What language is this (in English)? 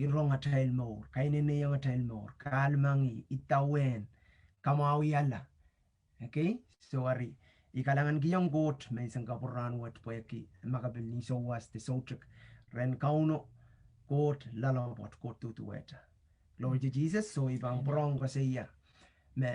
Pohnpeian